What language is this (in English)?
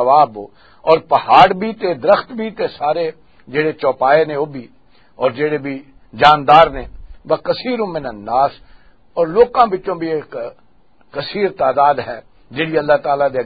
Western Panjabi